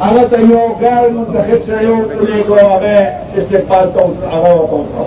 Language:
Pashto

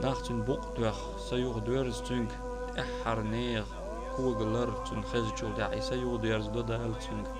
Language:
Chechen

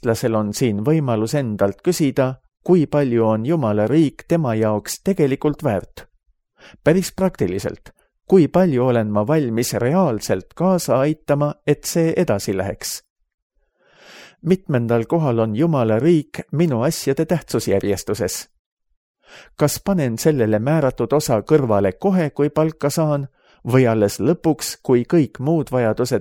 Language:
Estonian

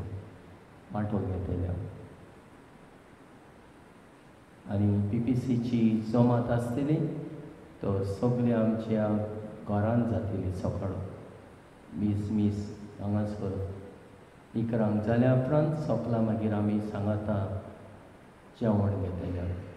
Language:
Konkani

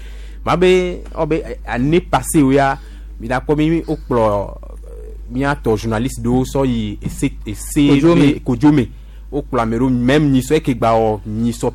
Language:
Gen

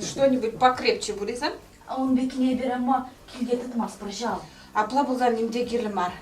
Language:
Chuvash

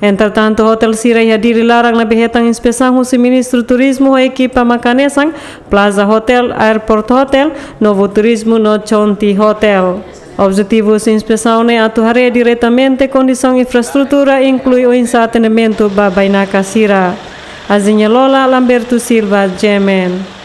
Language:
Tetum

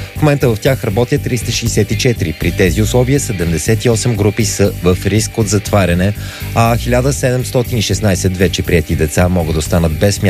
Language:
Bulgarian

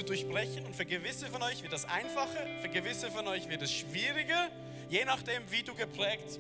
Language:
Swiss German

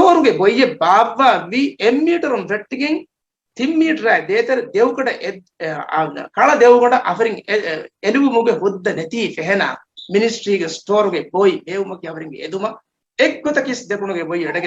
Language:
Divehi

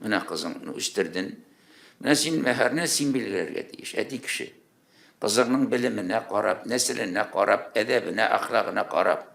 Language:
Tatar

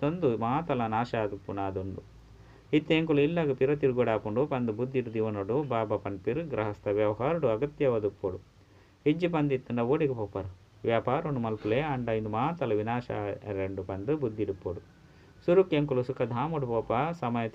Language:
Tulu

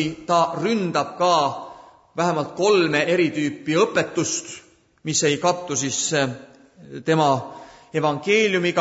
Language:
Estonian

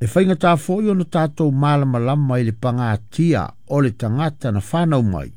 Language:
Samoan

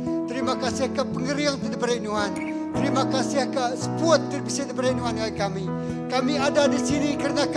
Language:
Iban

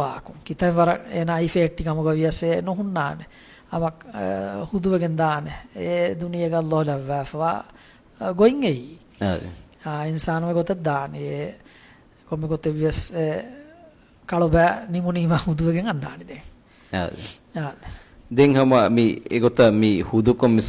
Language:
Divehi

